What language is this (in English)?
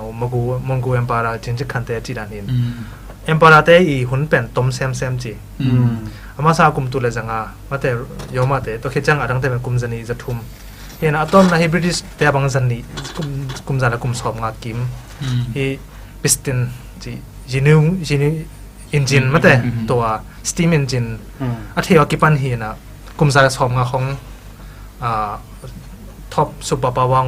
Tedim Chin